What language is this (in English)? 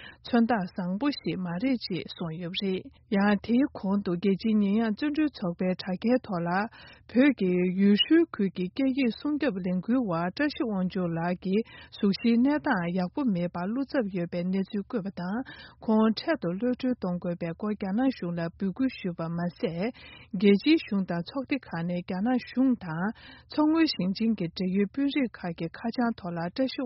Tibetan